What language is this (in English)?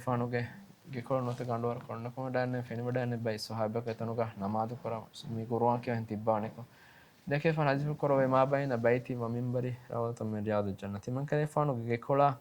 Divehi